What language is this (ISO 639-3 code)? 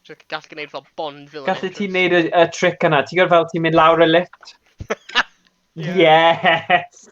cym